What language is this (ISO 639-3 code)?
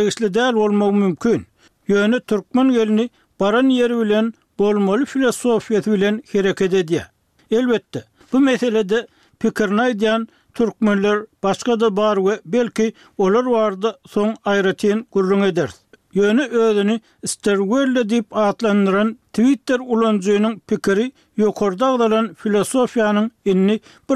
tuk